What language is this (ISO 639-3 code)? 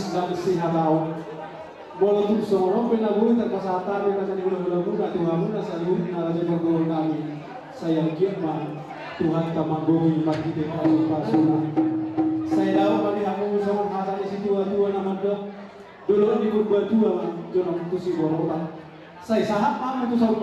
bbc